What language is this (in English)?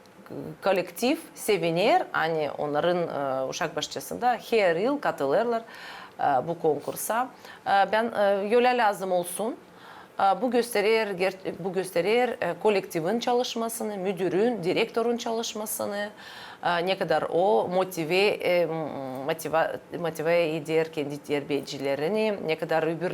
Gagauz